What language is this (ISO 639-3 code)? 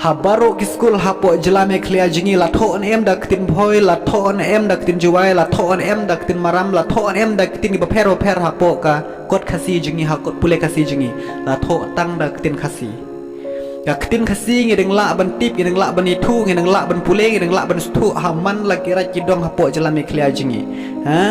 kha